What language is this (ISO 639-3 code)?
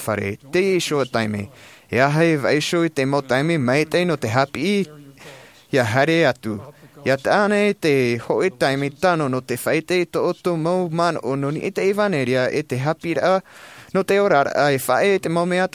tah